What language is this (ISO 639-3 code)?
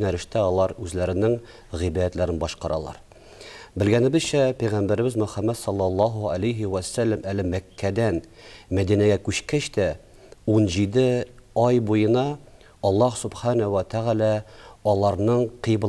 tat